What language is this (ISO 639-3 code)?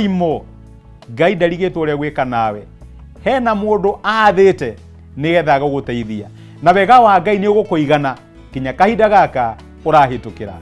kik